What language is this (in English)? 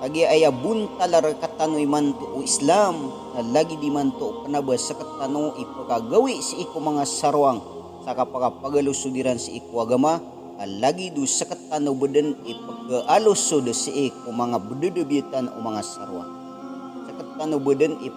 Maranao